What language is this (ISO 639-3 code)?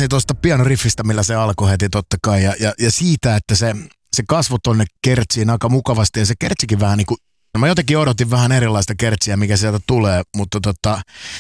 fin